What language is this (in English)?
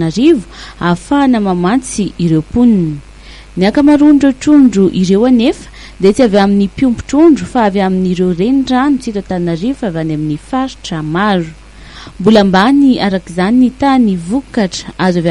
Malagasy